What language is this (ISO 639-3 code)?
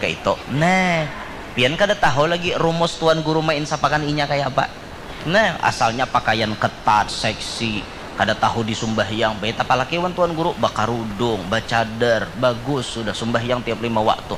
bjn